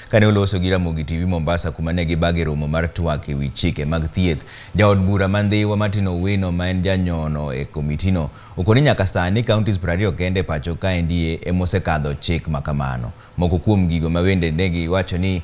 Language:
Luo (Kenya and Tanzania)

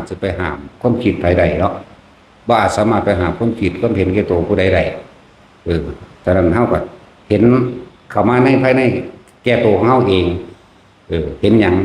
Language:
Lao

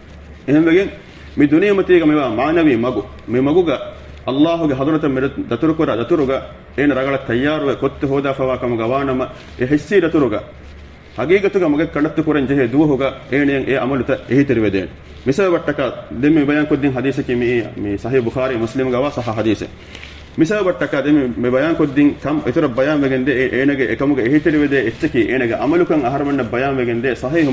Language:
Divehi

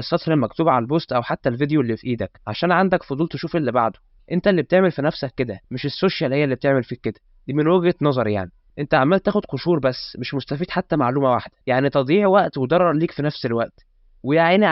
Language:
Egyptian Arabic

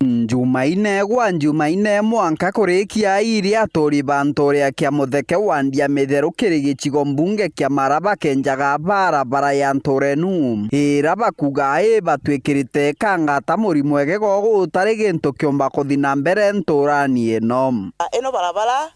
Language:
Meru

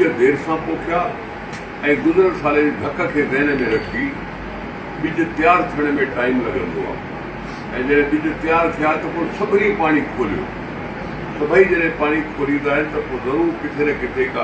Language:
Sindhi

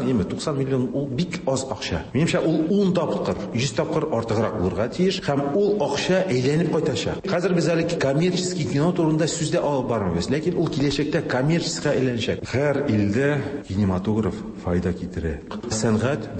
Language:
Tatar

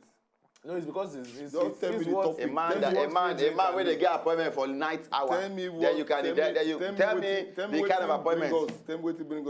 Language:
Nigerian Pidgin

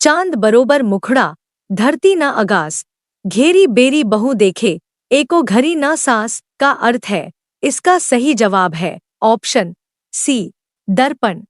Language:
Chhattisgarhi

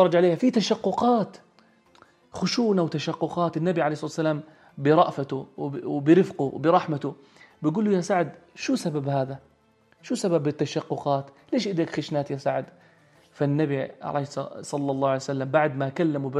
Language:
North Levantine Arabic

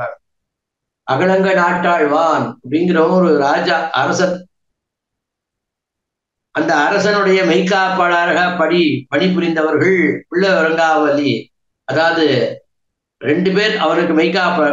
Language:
Tamil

